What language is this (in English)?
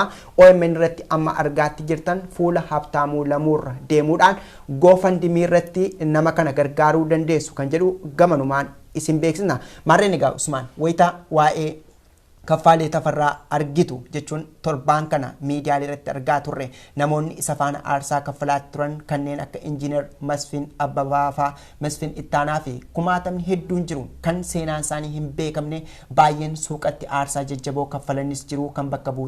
Oromo